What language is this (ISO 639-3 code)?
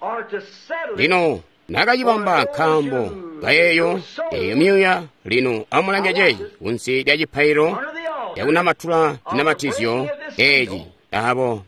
toi